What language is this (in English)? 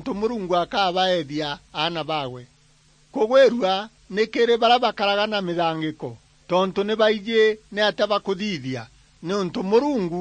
Meru